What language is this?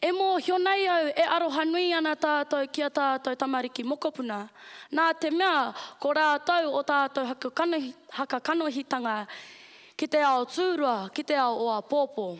Māori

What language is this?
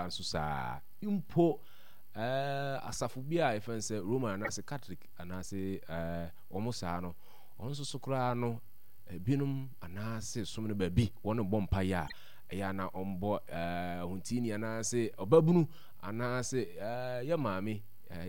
Akan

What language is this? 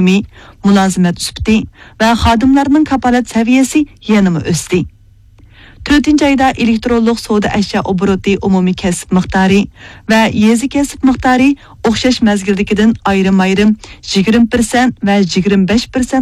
Uyghur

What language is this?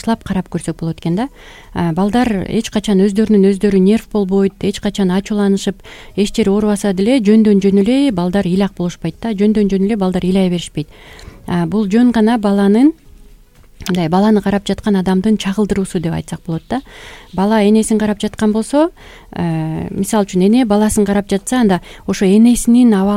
Kyrgyz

